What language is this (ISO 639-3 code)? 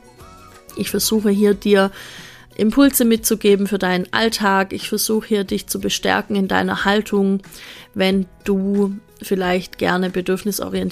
deu